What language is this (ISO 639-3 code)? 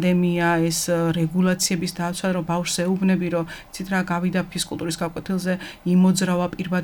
kat